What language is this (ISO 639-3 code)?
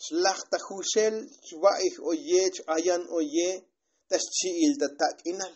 tzo